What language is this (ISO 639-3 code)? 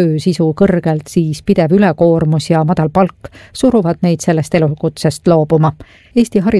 est